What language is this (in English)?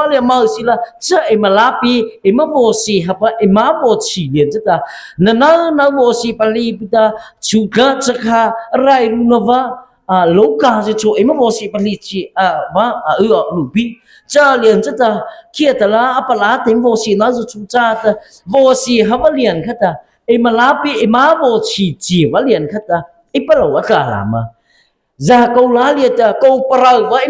Mara Chin